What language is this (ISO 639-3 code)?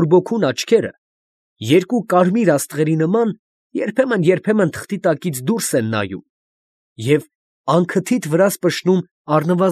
hye